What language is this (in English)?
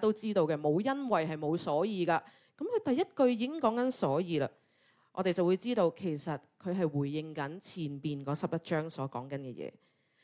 Cantonese